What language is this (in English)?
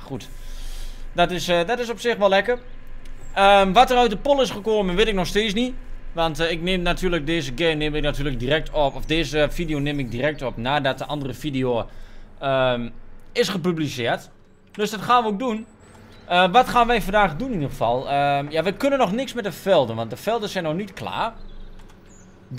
Dutch